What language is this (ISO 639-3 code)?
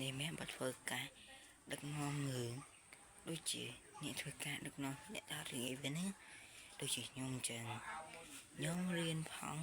khm